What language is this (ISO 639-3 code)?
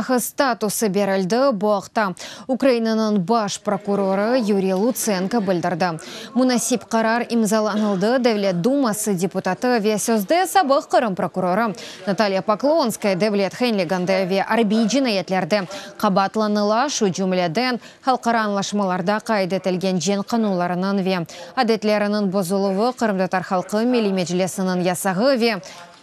crh